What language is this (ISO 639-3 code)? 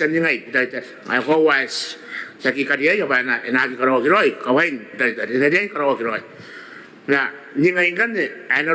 gil